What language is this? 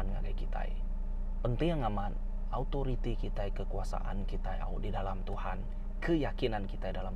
Iban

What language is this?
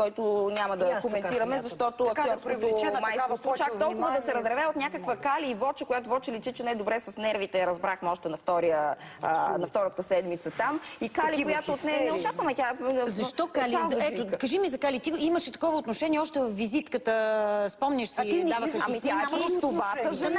Bulgarian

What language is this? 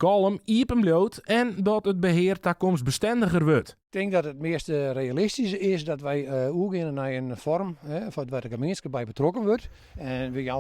Western Frisian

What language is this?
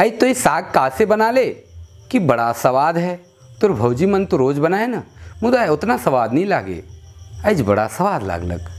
Sadri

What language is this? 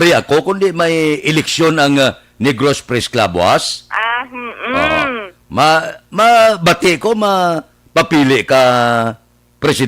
Hiligaynon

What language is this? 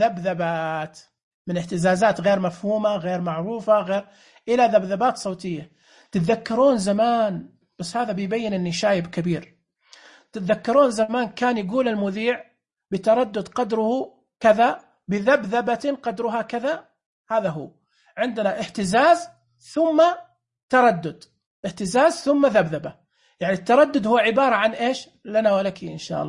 Najdi Arabic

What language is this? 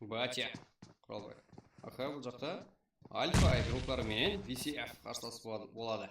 Kara-Kalpak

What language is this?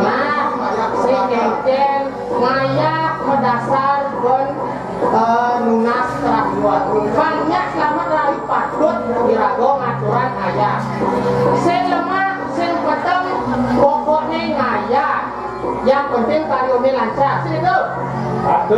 Balinese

